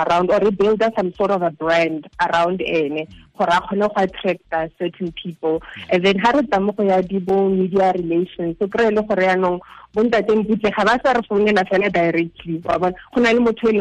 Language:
Tswana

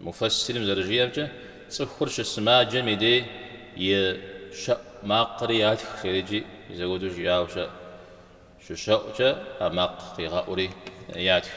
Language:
Kabardian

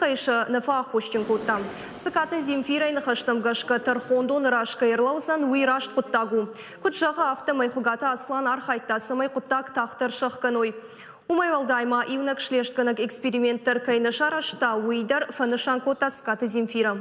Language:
Ossetic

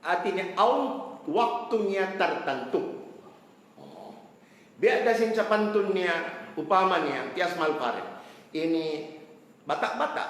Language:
Tausug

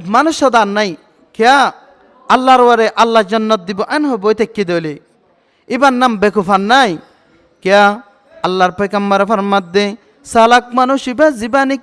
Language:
Rohingya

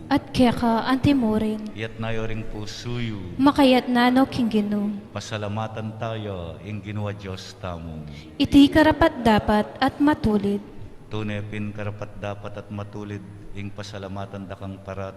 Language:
Pampanga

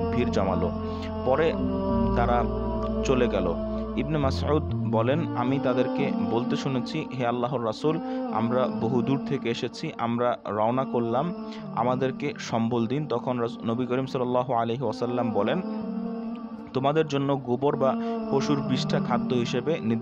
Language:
Bangla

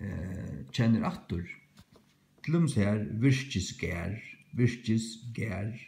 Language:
Faroese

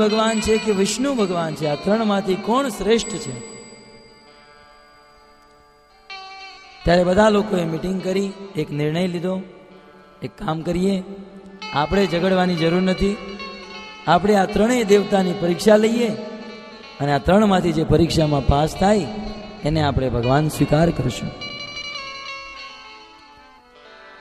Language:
Gujarati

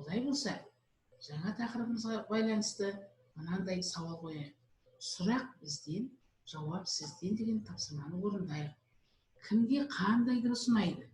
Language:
Kazakh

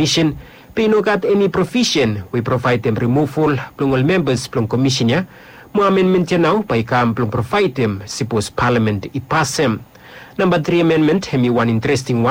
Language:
Bislama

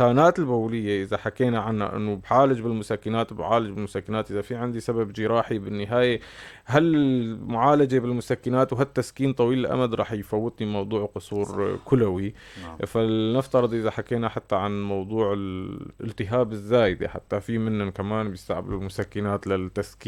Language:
North Levantine Arabic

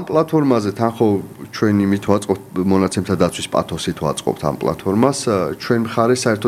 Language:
Georgian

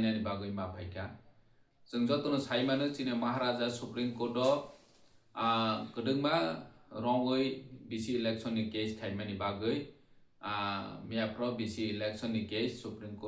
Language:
Kok Borok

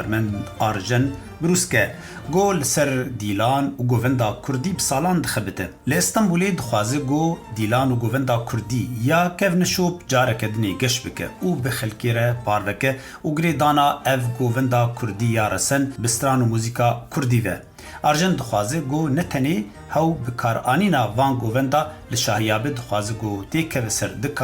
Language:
Kurdish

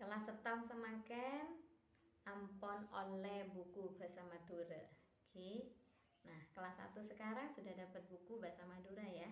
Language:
Madurese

